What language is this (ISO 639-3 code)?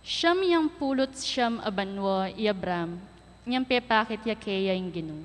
pam